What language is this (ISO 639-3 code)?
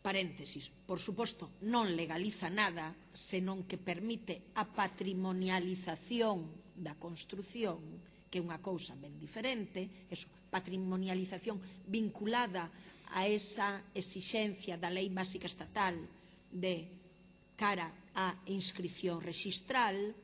glg